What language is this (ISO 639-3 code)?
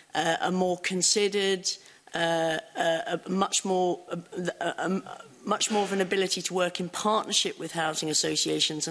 eng